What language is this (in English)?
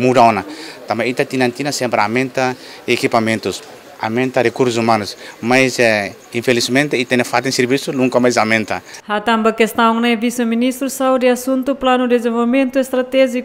Tetum